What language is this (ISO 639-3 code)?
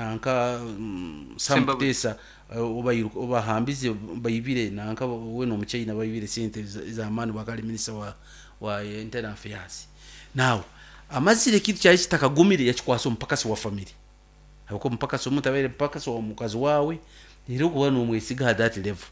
nyn